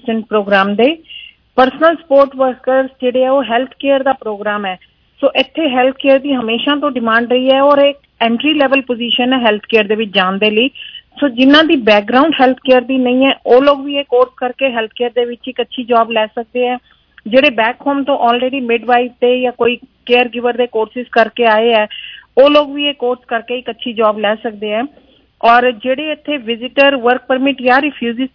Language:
Punjabi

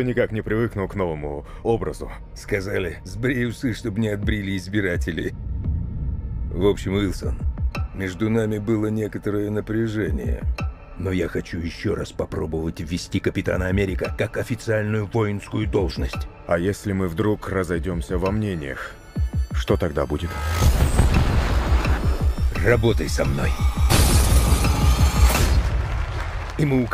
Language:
Russian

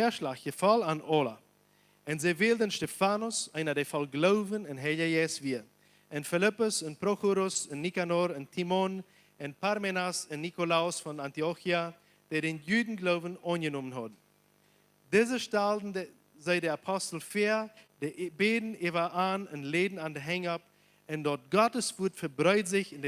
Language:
Plautdietsch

